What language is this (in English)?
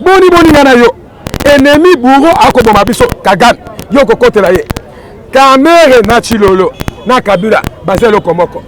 Lingala